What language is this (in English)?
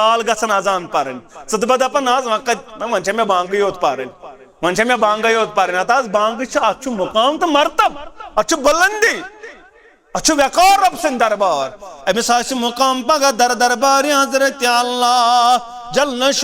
Kashmiri